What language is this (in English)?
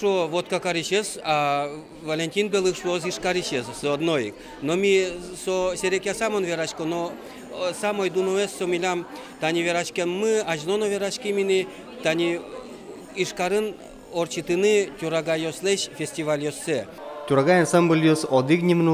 Udmurt